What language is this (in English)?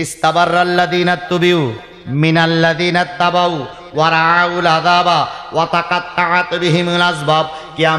Bangla